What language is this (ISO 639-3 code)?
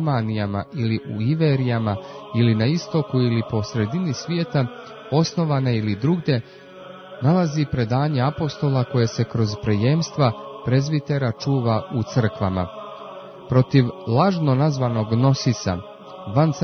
hrv